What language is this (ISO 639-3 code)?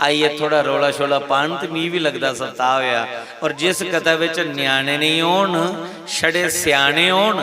doi